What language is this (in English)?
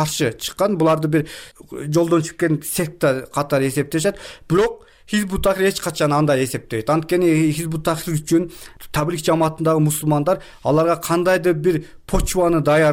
Kyrgyz